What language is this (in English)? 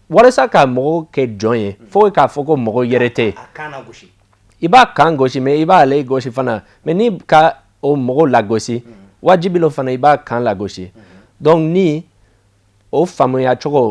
Bambara